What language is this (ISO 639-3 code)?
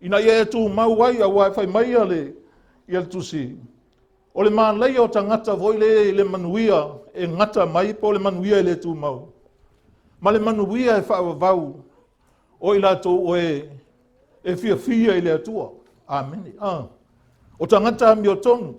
smo